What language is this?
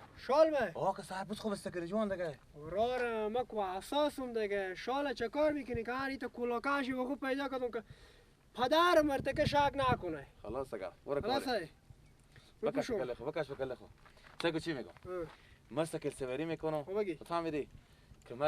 Persian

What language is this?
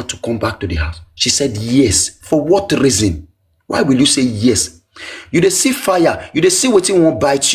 Nigerian Pidgin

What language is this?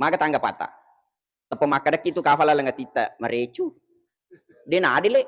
Buginese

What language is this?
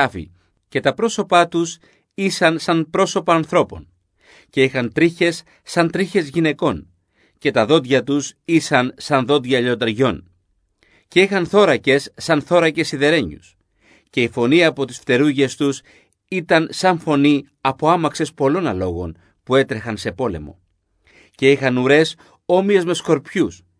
Greek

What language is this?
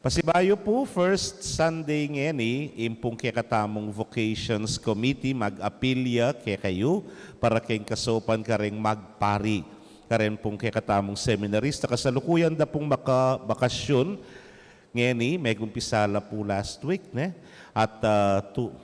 Pampanga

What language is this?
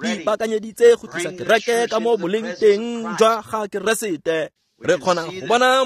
Tswana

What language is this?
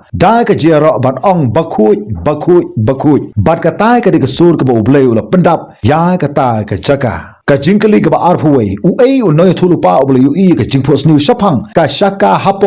Khasi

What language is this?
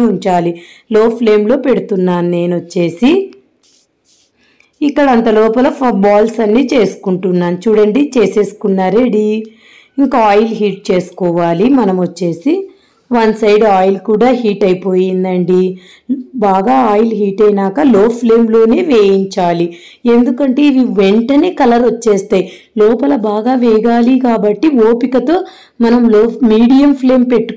Telugu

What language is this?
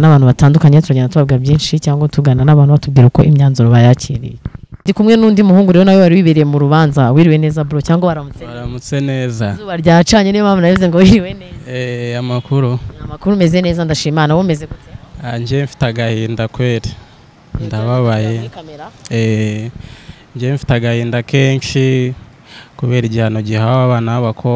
Kinyarwanda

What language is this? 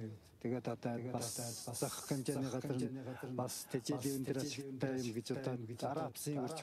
Mongolian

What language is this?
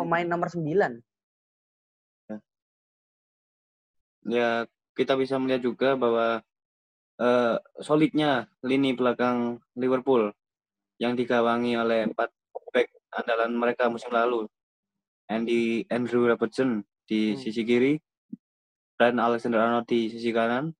Indonesian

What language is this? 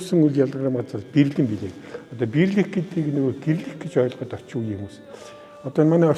Mongolian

